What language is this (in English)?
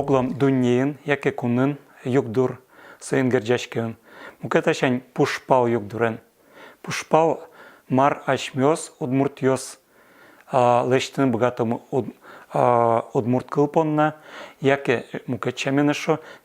Udmurt